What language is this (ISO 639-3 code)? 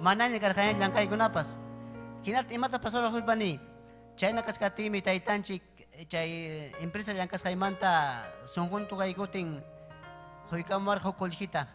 quy